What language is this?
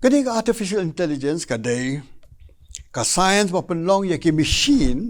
Khasi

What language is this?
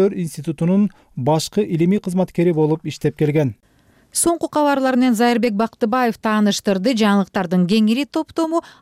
Kyrgyz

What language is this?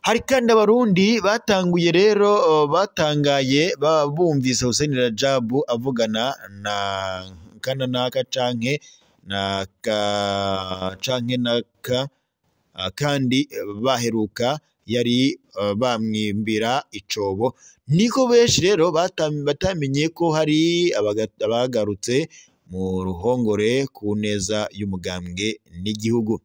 Rundi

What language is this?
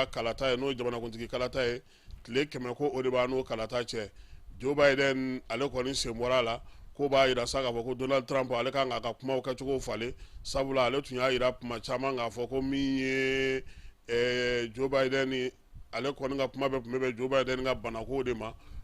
Bambara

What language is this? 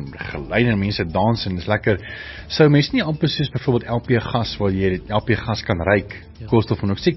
Afrikaans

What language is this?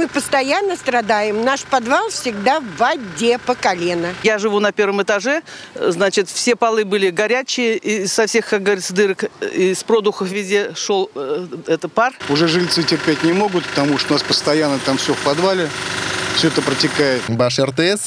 Russian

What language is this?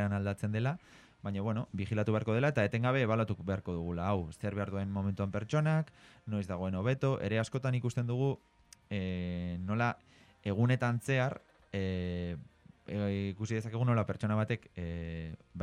Basque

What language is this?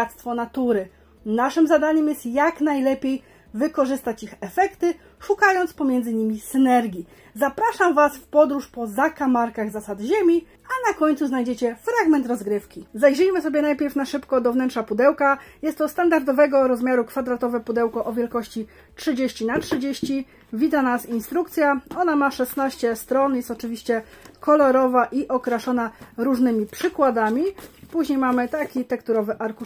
Polish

